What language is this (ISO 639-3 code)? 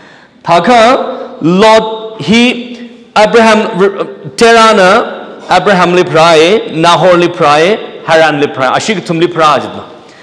nmf